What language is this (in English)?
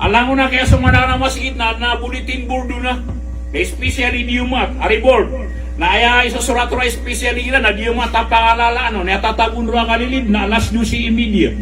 Maranao